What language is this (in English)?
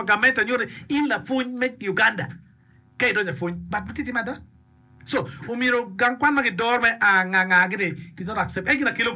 Acoli